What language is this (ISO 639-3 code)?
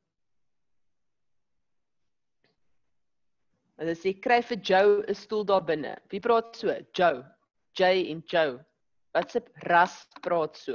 afr